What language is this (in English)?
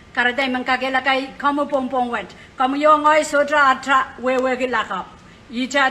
Pohnpeian